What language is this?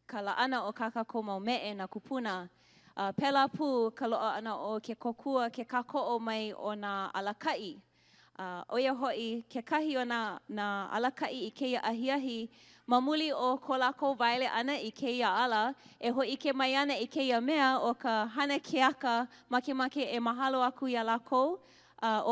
Hawaiian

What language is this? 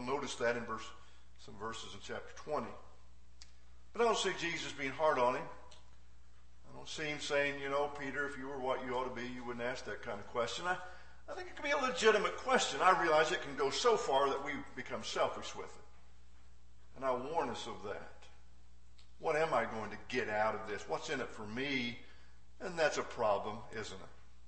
English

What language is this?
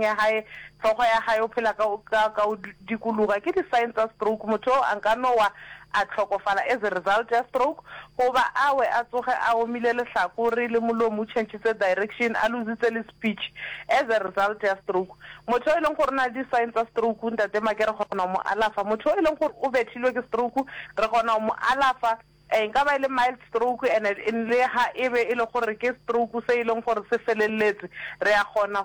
Northern Sotho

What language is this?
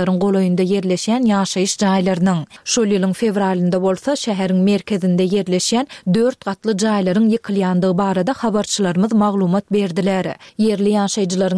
Turkmen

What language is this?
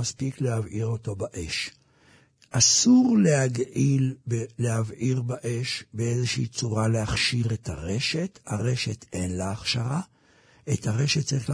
Hebrew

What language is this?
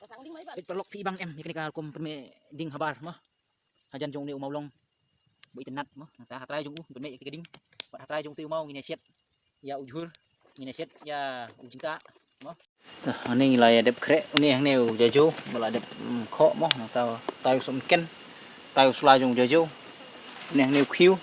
Khasi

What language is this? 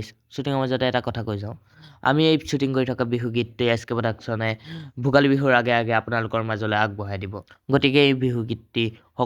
Assamese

